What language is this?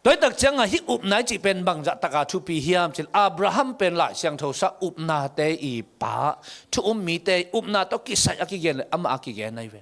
Tedim Chin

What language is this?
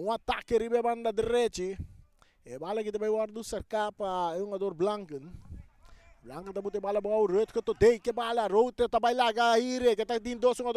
Papiamento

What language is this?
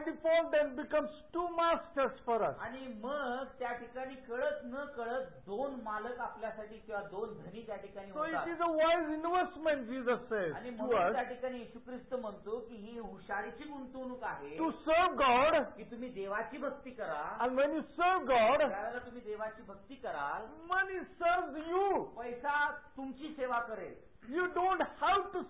Marathi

